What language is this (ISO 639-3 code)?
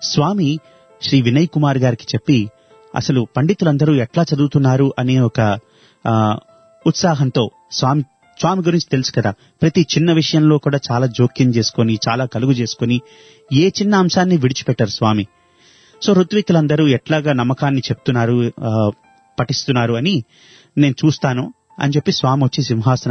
tel